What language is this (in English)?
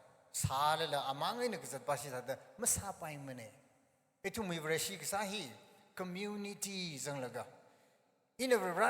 Tangkhul Naga (India)